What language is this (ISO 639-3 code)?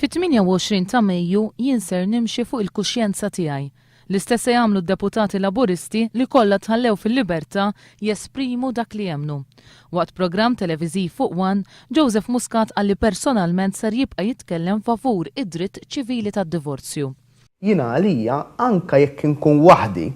mlt